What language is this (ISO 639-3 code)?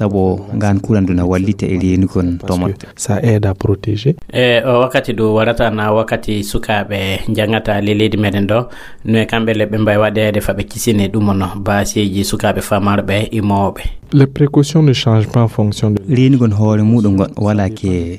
ful